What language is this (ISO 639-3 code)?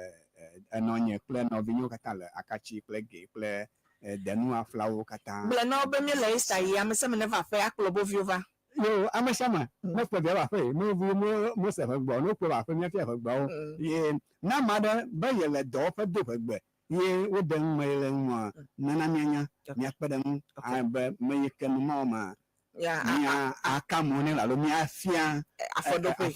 ewe